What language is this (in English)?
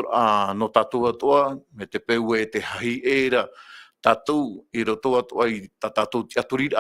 Tahitian